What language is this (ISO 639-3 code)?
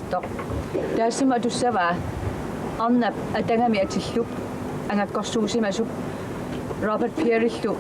kal